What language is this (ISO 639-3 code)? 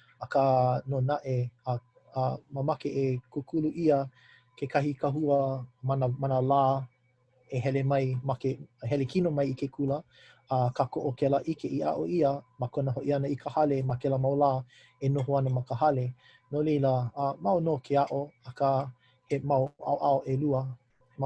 haw